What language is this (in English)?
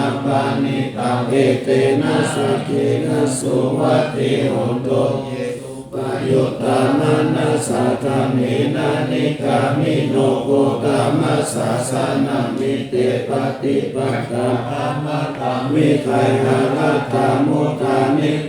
Pali